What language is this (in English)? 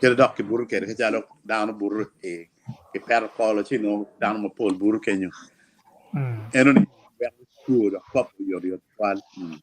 Acoli